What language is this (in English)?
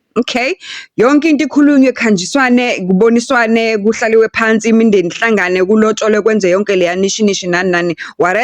Zulu